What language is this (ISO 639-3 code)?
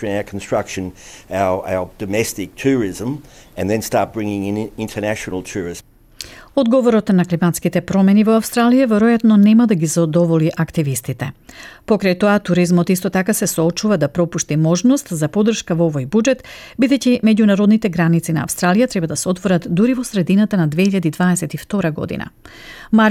mkd